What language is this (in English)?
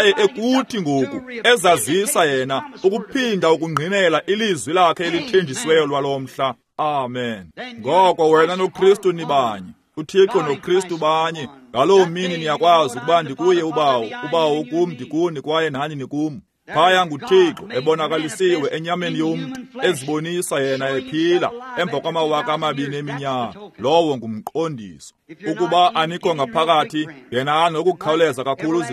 Xhosa